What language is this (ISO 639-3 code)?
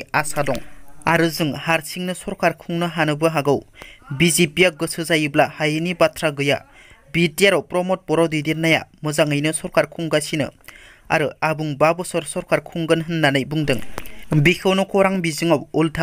brx